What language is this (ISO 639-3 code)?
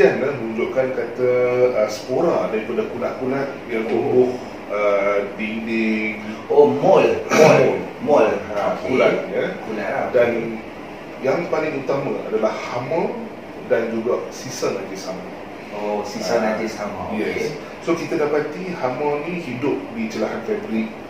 msa